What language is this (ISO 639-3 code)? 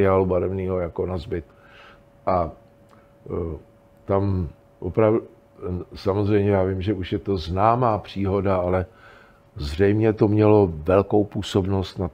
ces